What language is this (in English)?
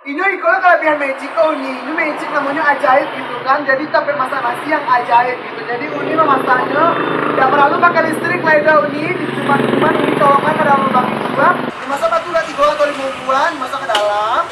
Minangkabau